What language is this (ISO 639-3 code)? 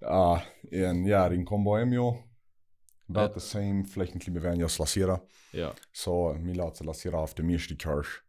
pdt